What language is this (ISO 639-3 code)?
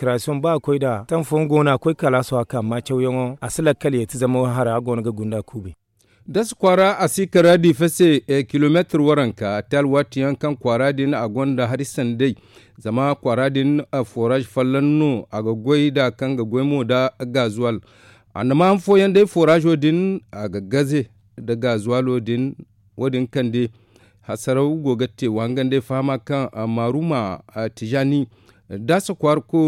dje